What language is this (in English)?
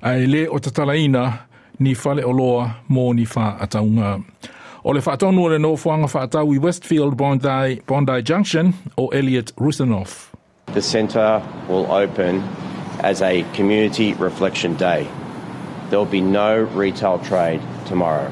Samoan